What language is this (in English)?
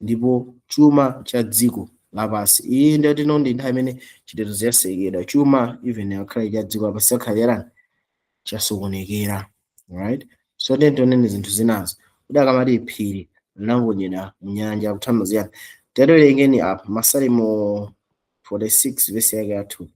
Nyanja